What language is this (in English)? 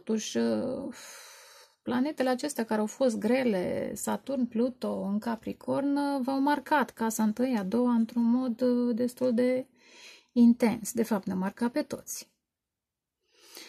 Romanian